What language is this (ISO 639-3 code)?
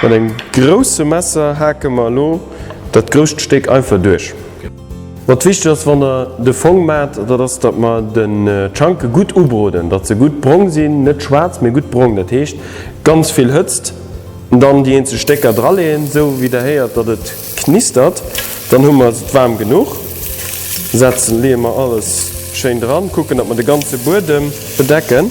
ltz